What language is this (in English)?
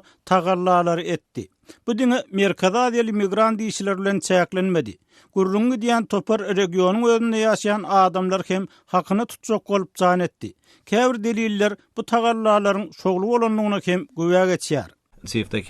Turkmen